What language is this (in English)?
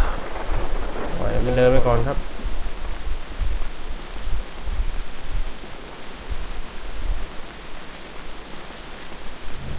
Thai